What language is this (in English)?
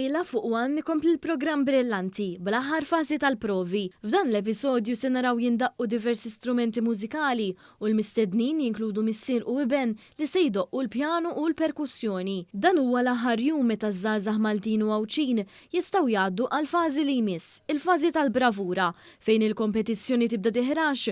Maltese